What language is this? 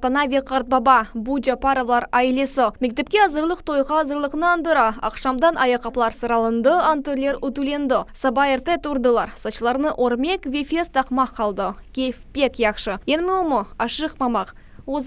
Crimean Tatar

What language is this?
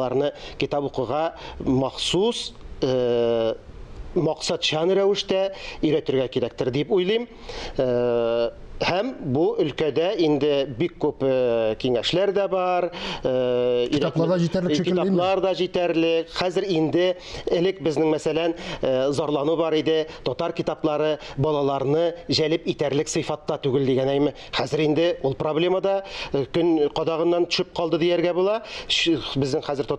Tatar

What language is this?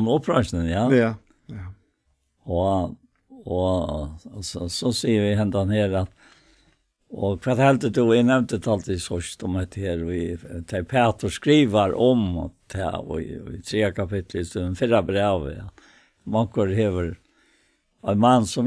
Faroese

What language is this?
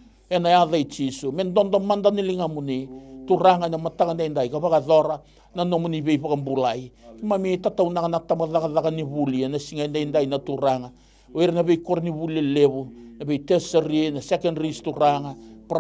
Fijian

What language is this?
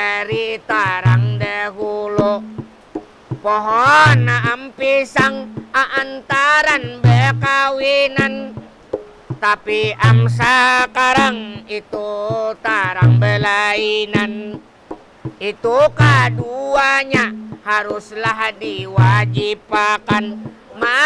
Banjar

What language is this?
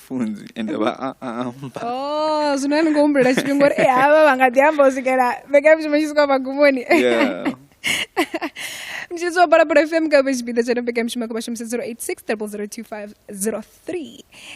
Venda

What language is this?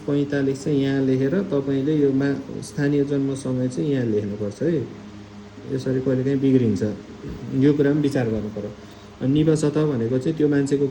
Nepali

